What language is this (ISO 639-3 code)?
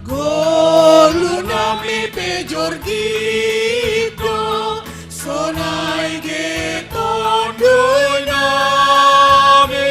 bts